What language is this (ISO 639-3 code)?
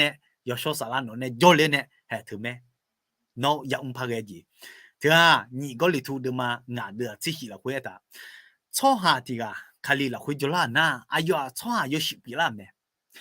ahk